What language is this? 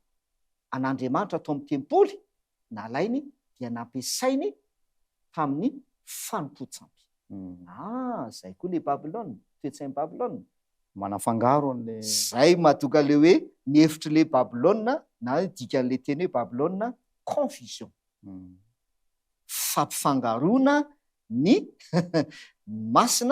Malagasy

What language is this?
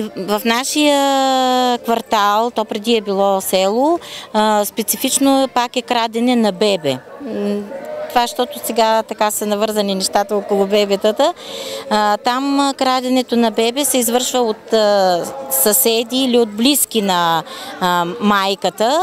Bulgarian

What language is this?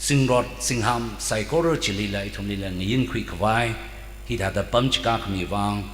Tangkhul Naga (India)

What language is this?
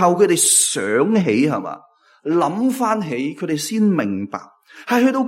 Cantonese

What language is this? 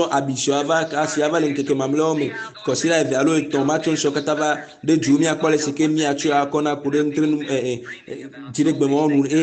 Ewe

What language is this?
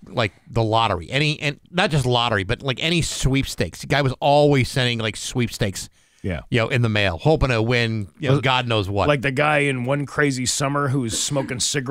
English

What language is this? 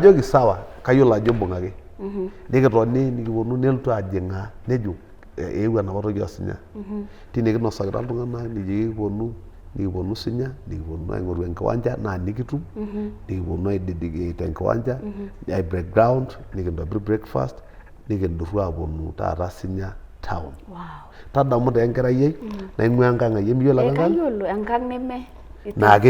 Masai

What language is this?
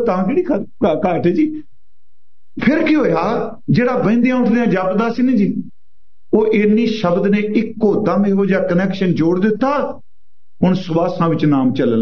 Punjabi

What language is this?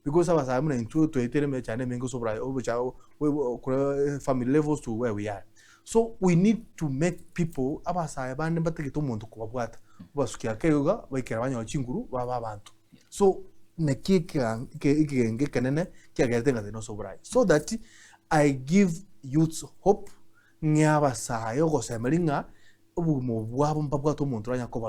Gusii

